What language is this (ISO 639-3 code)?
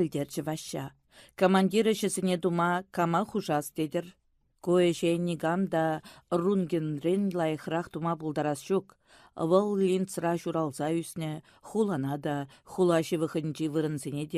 chv